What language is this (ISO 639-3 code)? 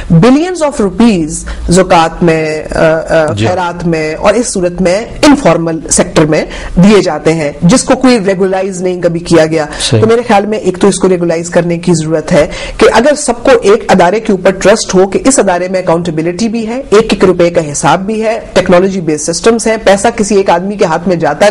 urd